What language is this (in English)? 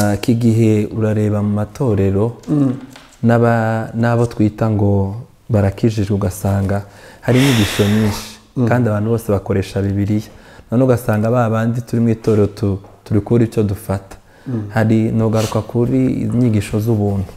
Kinyarwanda